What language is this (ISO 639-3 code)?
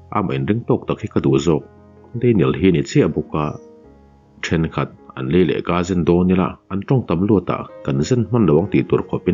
lus